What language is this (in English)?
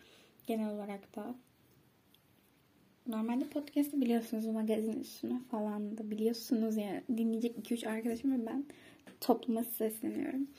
Turkish